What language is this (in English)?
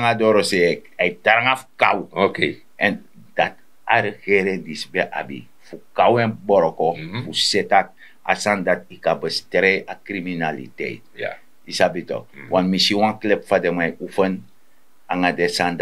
Sranan Tongo